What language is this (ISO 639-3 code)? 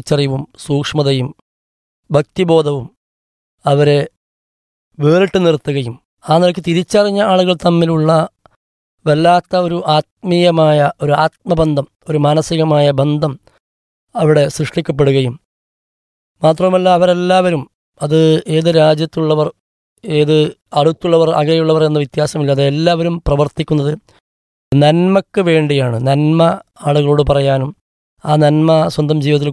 mal